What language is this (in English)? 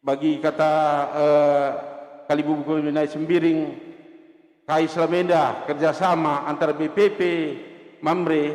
Batak Karo